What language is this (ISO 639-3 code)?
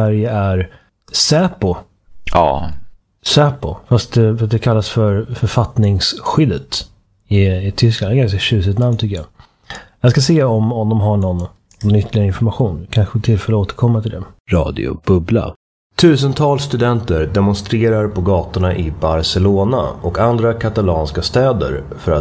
swe